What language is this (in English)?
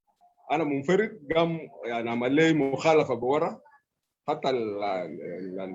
Sudanese Arabic